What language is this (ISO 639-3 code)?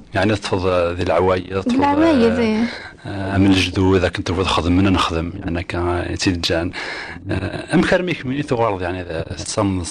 kab